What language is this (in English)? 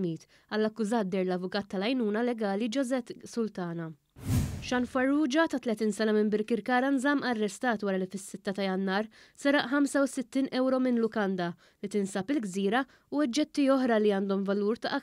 Maltese